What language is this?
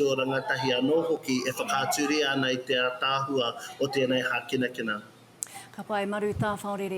Māori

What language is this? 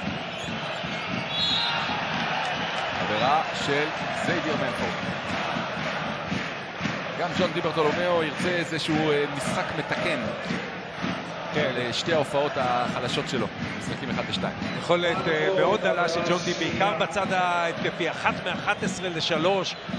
Hebrew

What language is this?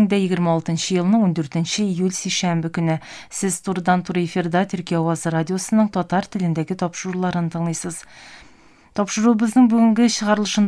Tatar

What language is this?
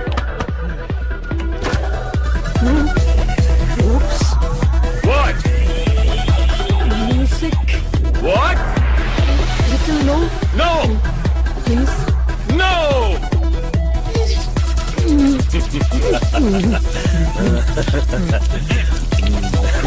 Hindi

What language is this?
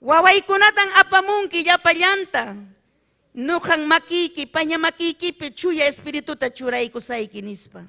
Ayacucho Quechua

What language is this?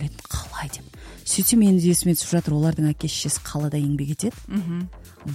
Kazakh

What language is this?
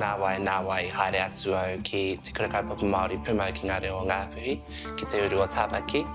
Māori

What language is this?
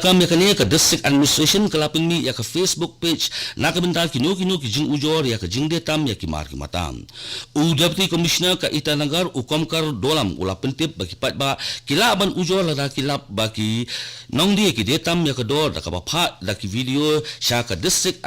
Khasi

